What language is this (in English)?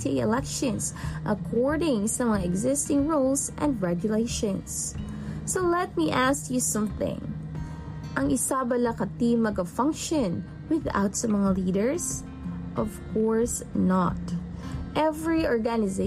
Hiligaynon